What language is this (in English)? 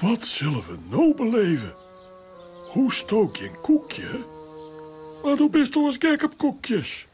Western Frisian